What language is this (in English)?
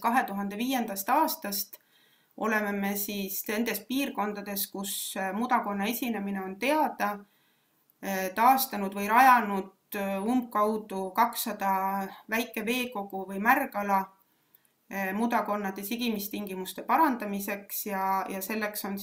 Estonian